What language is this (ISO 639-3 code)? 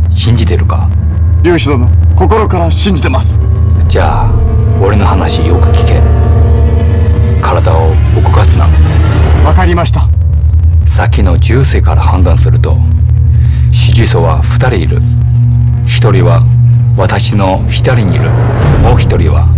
jpn